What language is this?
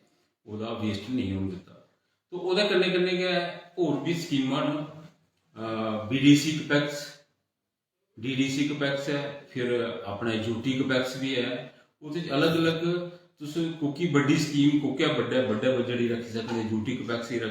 Dogri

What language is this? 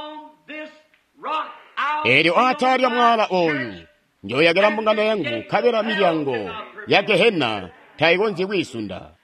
Tonga (Zambia)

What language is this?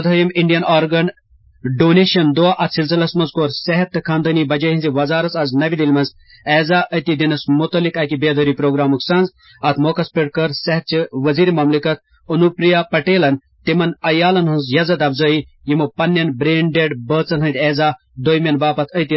Kashmiri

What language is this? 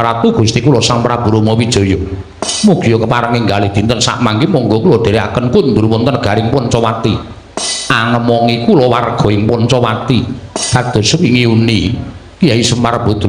Javanese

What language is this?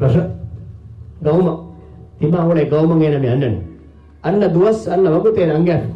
Divehi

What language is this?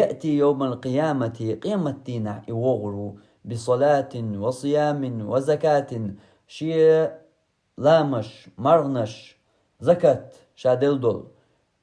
Chechen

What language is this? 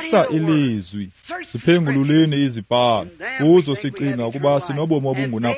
Xhosa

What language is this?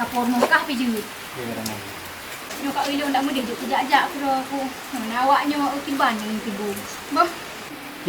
Achinese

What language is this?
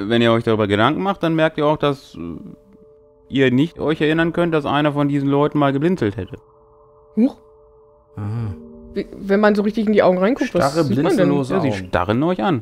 German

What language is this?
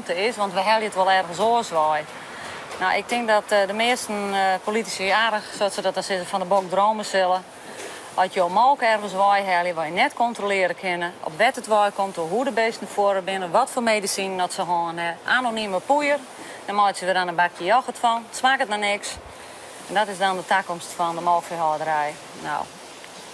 Western Frisian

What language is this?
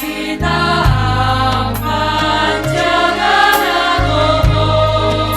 Batak Simalungun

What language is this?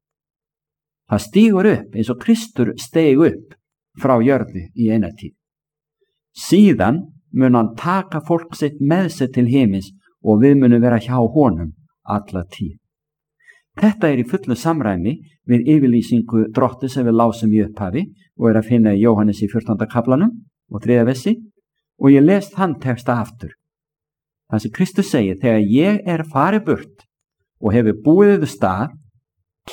Icelandic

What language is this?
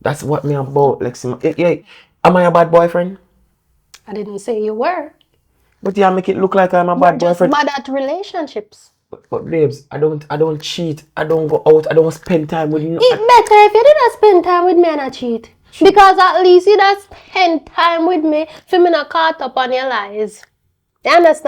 Jamaican Creole English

